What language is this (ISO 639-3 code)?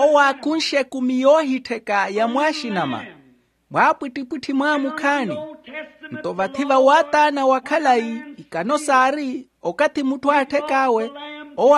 vmw